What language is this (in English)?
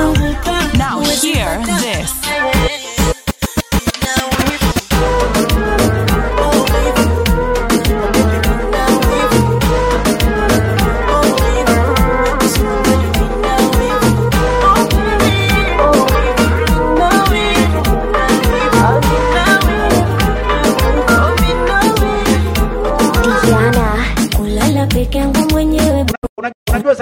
Swahili